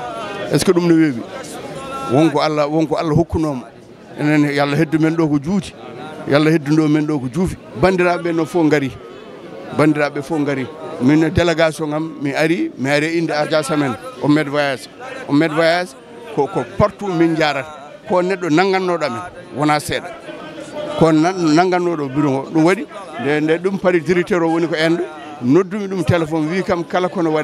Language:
Fula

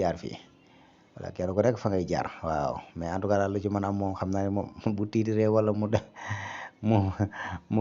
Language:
Wolof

